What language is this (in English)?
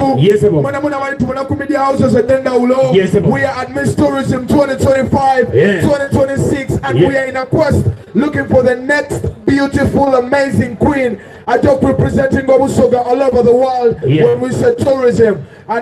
Soga